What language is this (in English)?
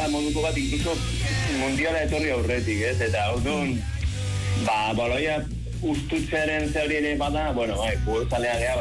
Basque